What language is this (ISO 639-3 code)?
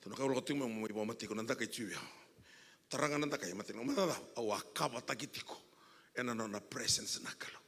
fij